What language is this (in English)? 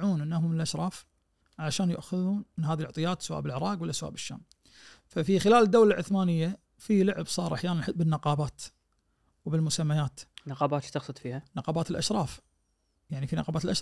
Najdi Arabic